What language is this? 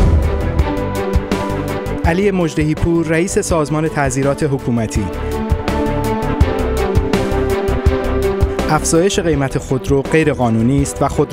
Persian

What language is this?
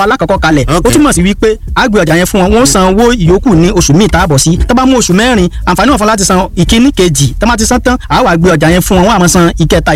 Yoruba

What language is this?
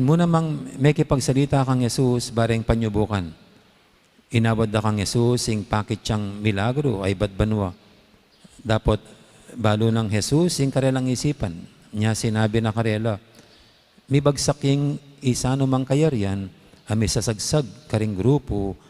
Pampanga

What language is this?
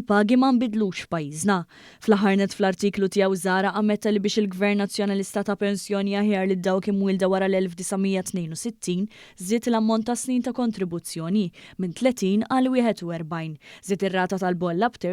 Maltese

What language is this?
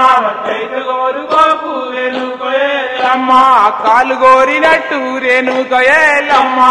Telugu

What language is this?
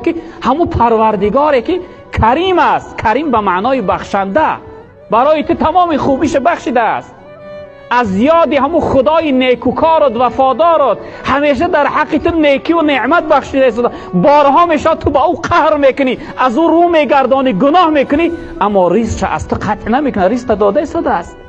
Tajik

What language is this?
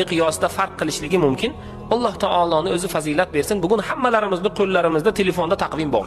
Uzbek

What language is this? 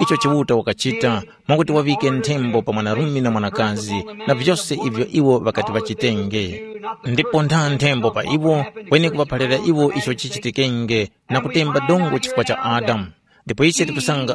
Tumbuka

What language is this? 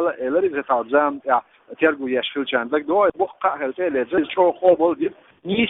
Chechen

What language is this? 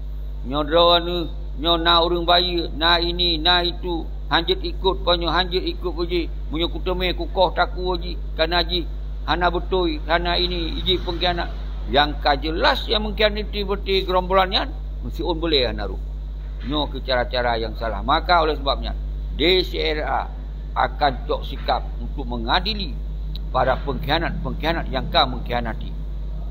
Achinese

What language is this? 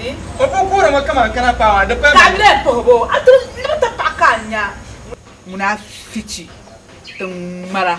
Dagbani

